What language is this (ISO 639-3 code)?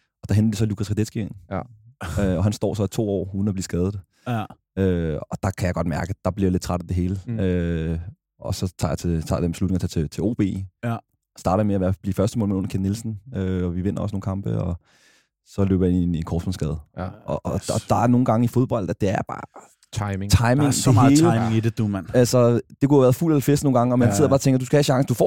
dan